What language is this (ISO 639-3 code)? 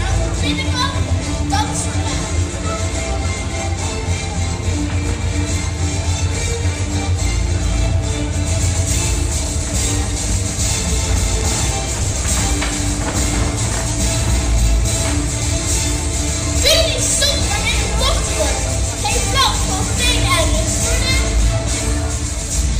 nld